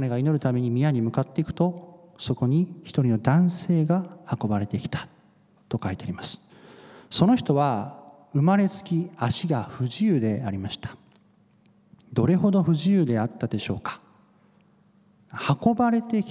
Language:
Japanese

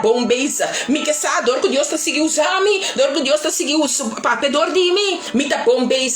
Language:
Papiamento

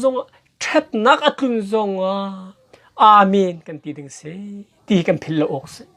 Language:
Hakha Chin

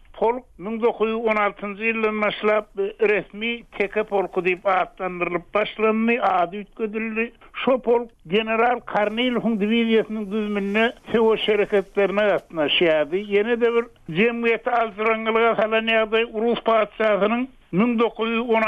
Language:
Turkmen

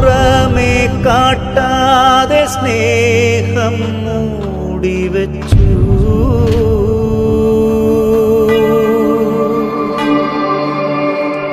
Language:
Malayalam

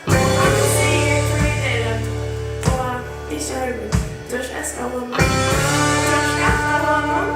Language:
Faroese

